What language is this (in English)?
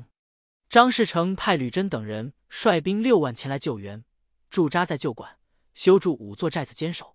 Chinese